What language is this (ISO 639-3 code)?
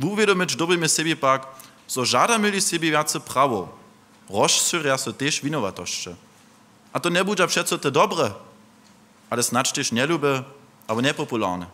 hsb